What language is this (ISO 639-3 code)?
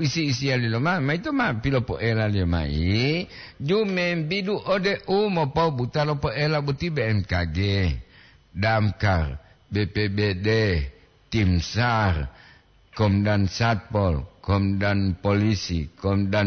gor